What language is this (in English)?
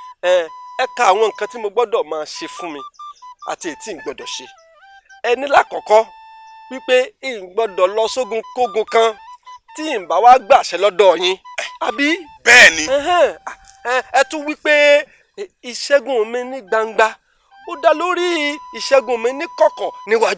Yoruba